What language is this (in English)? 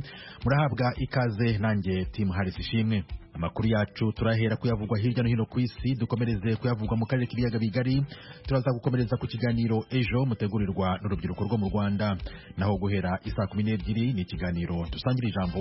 Kinyarwanda